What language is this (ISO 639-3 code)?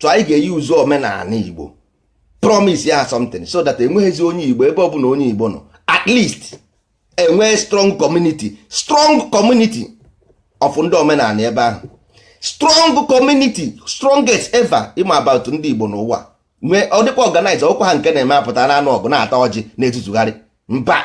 ibo